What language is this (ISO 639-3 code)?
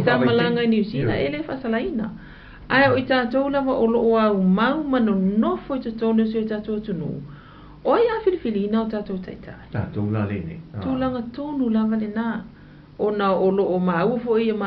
smo